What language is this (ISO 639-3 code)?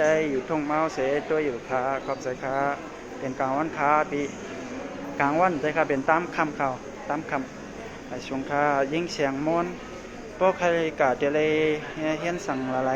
shn